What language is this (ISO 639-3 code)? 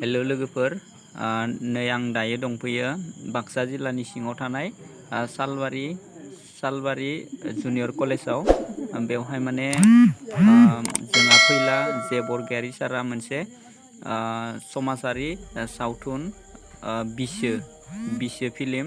brx